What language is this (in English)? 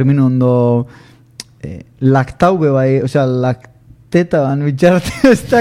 Basque